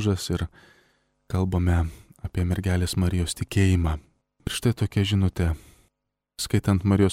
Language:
Lithuanian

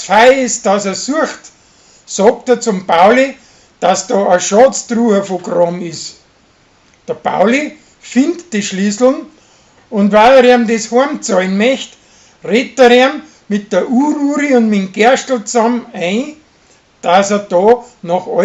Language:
Bavarian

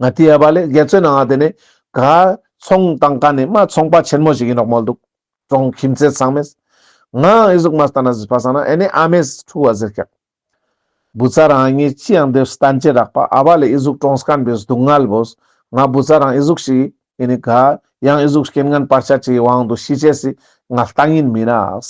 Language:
Ladakhi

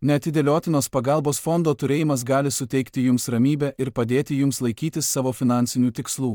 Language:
Lithuanian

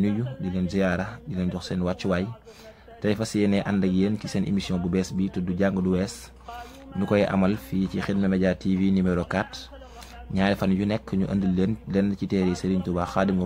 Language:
Wolof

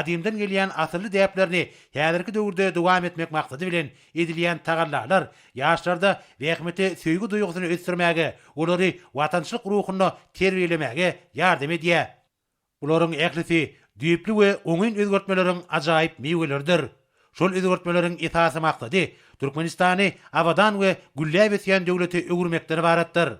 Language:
Turkmen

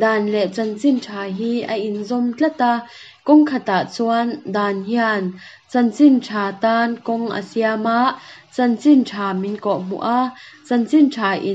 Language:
Mizo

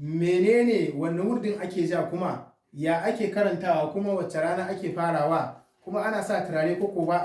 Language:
Hausa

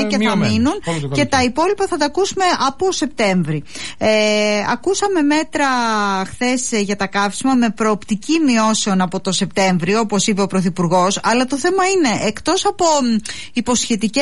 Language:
Greek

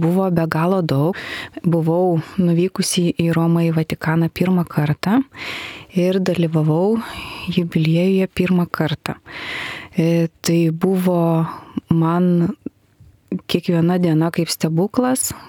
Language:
Lithuanian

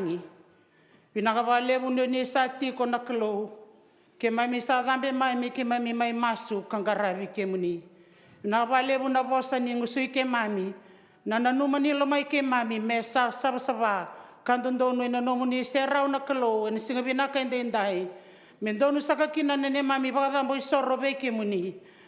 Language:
Fijian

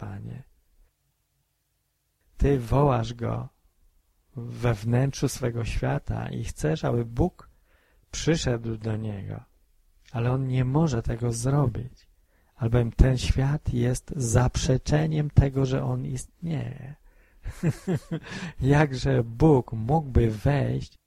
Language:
Polish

